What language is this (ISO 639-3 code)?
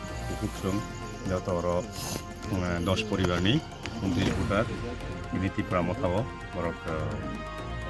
trp